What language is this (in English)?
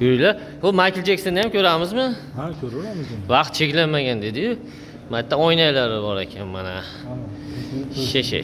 Uzbek